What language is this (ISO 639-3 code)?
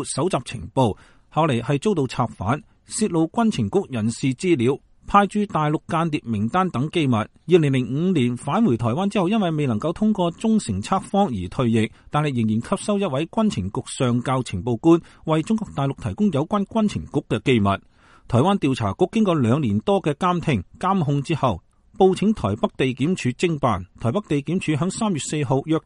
yue